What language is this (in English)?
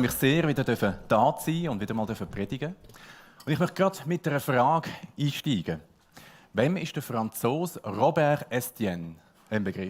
Swiss German